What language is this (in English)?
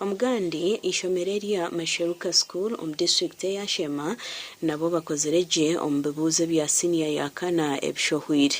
Nyankole